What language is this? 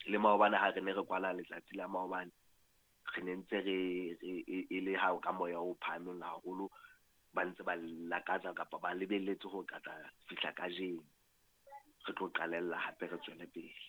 Southern Sotho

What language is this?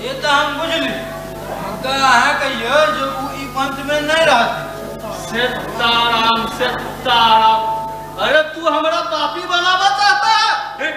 Maithili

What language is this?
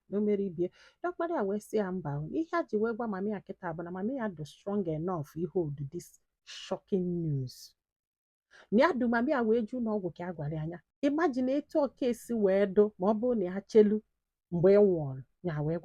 Igbo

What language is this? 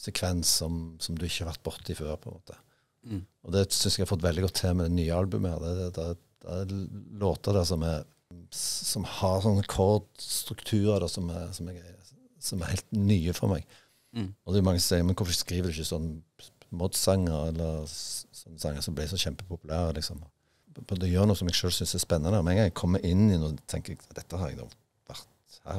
Norwegian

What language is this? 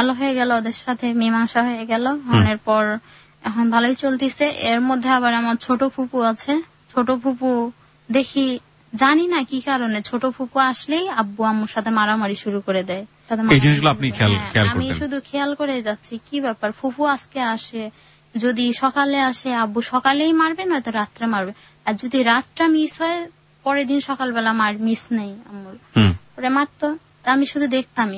Bangla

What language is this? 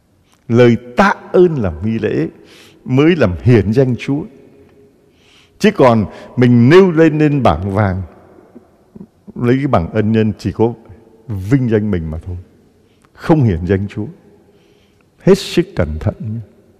Vietnamese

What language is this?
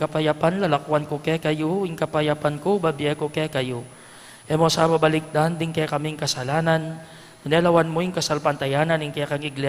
Pampanga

